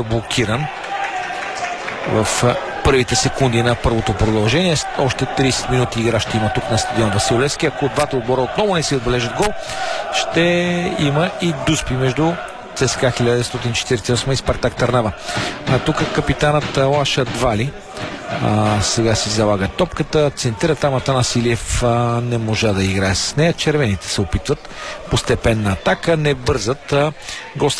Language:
Bulgarian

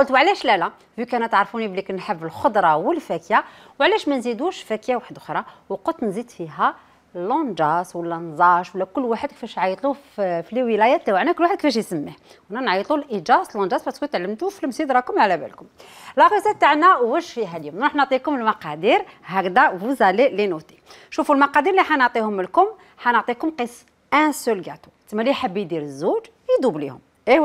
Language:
Algerian Arabic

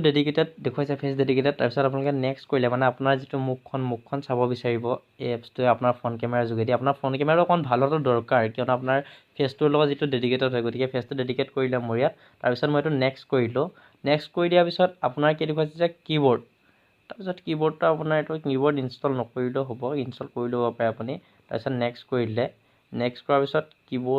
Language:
Assamese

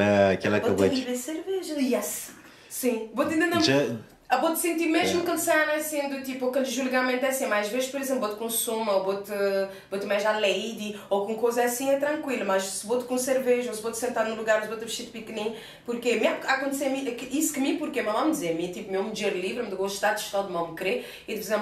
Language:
Kabuverdianu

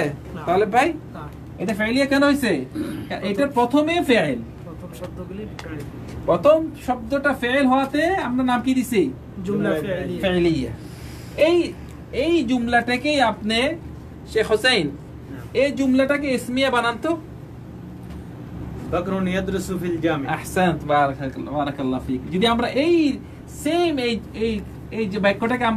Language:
Bangla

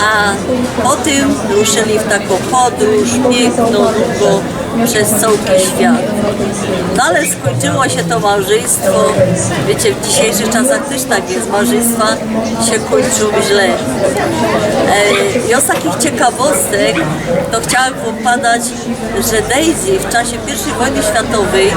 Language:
Silesian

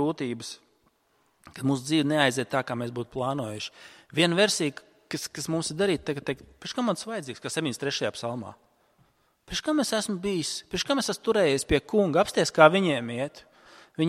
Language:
Latvian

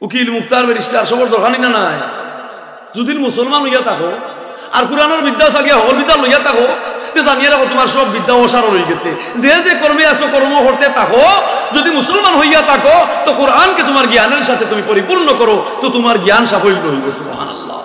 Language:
Sylheti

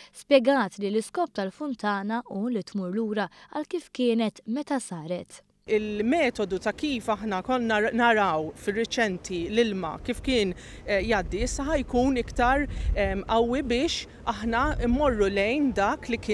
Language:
Maltese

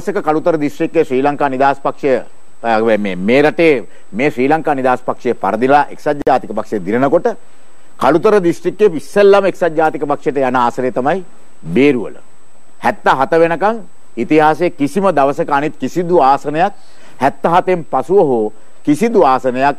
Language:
Sinhala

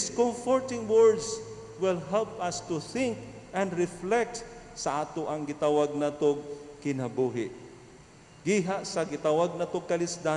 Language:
Cebuano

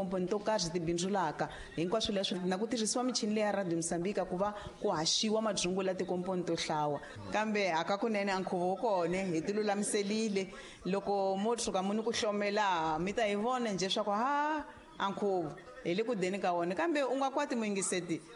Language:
Tsonga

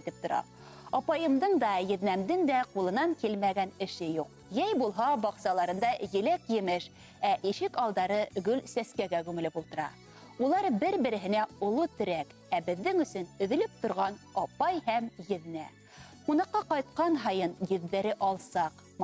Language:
Bashkir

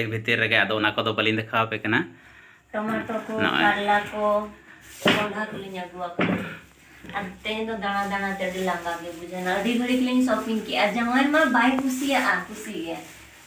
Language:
Santali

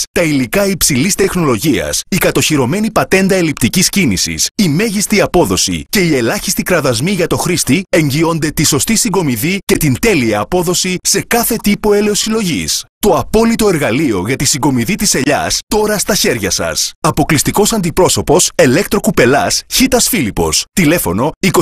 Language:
Greek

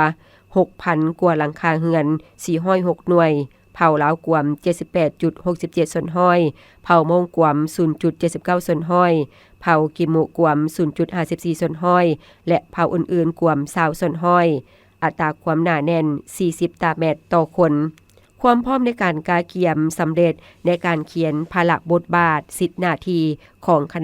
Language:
Lao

